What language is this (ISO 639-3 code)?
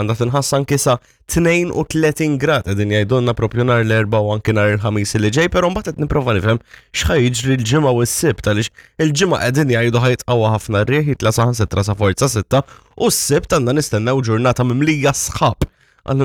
mlt